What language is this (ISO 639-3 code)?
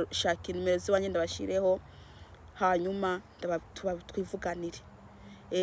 run